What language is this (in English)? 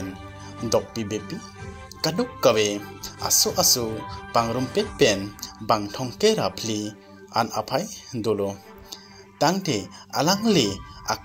Karbi